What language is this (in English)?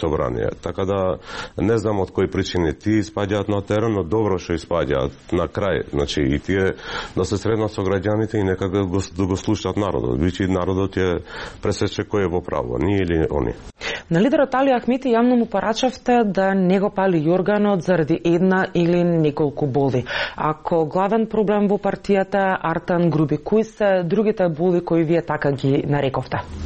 Macedonian